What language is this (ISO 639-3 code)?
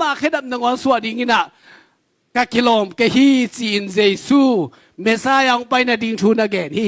ctd